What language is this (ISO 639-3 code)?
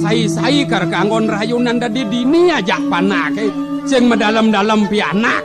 ban